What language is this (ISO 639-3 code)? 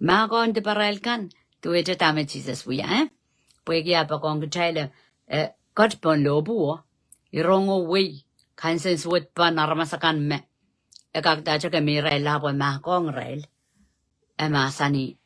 pon